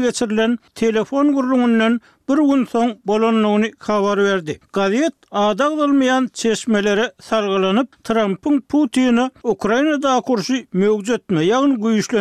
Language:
Turkmen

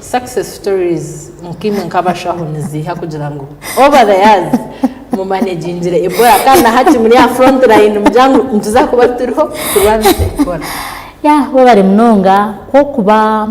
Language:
Nyankole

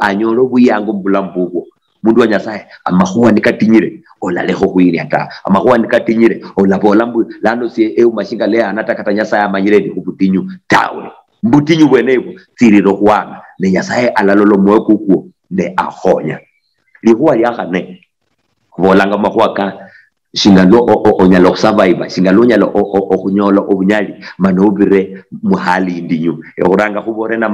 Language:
Luyia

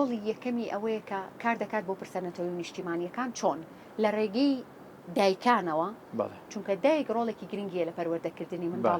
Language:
Central Kurdish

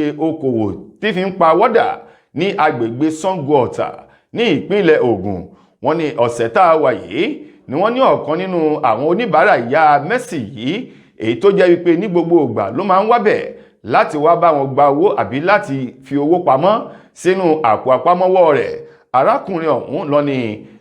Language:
Yoruba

